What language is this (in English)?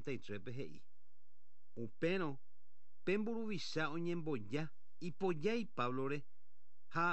Guarani